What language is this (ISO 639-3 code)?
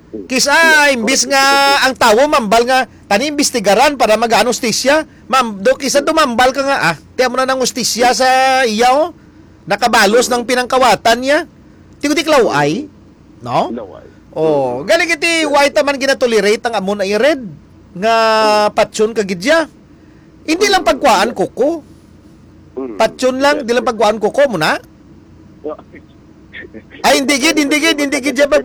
hil